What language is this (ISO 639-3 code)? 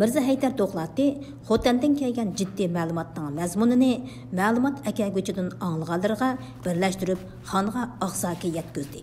uig